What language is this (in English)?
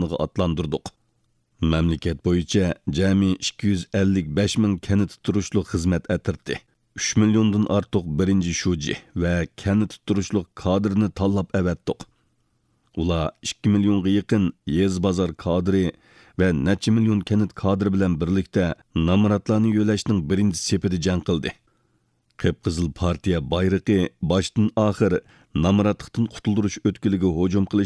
Uyghur